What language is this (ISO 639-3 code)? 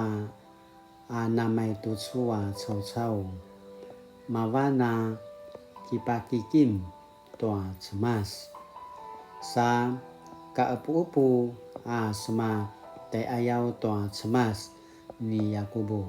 pwn